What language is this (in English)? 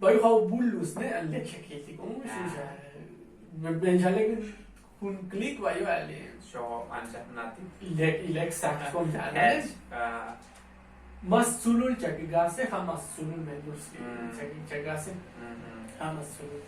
Tzotzil